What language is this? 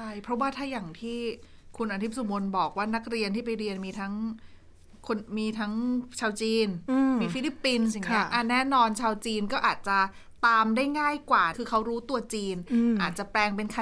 Thai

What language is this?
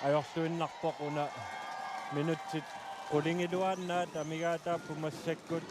Kalaallisut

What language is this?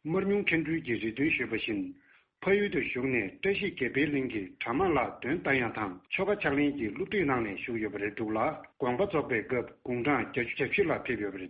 Tibetan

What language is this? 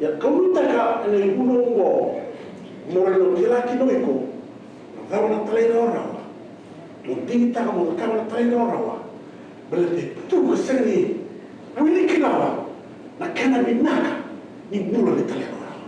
Fijian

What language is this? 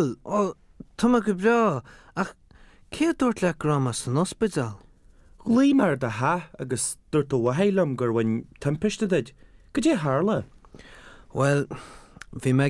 Irish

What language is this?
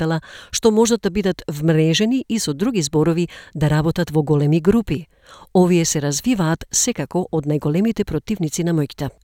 Macedonian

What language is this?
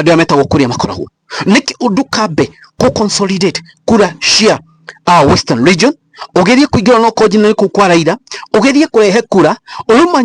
Kikuyu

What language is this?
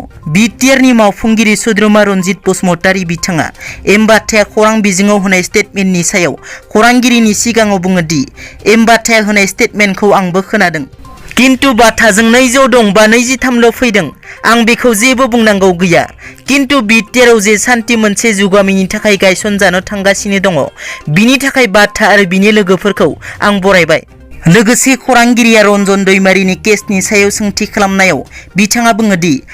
Bodo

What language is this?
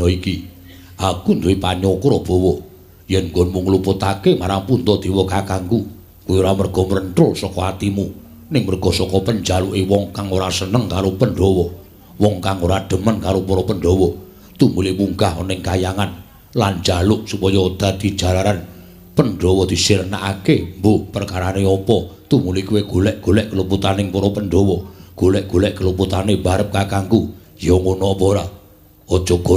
Javanese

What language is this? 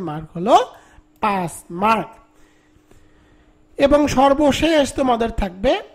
Bangla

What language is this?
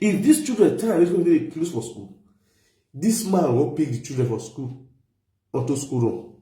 Nigerian Pidgin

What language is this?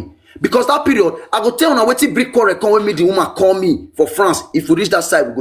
Nigerian Pidgin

